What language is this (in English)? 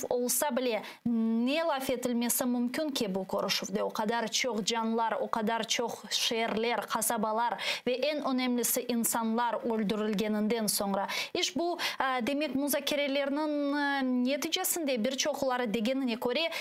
Crimean Tatar